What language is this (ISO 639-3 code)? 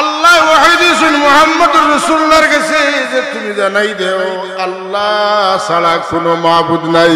syl